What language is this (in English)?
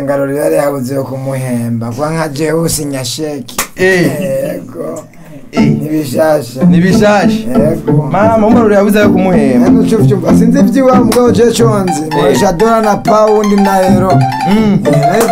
Rundi